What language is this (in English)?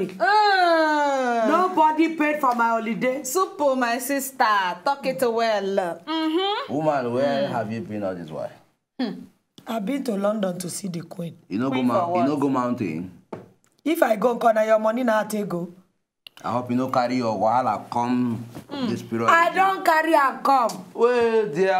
Nigerian Pidgin